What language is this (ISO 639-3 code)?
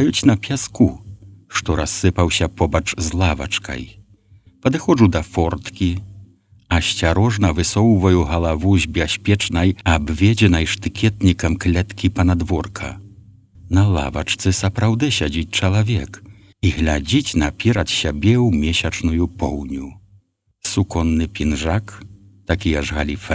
bel